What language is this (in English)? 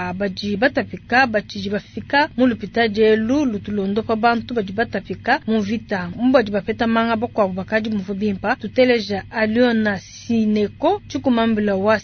Luba-Lulua